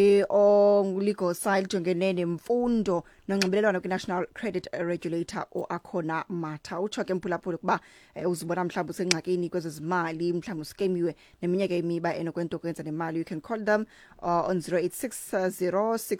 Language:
Xhosa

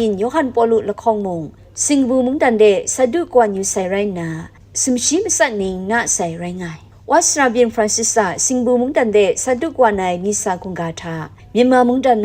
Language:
Kachin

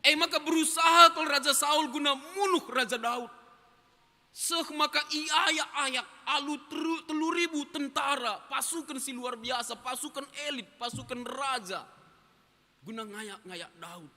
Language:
Batak Karo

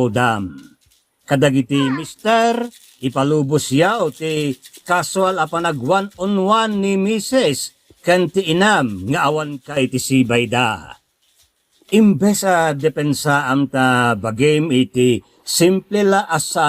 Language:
Iloko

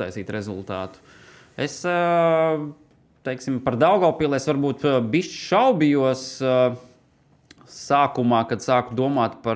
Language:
Latvian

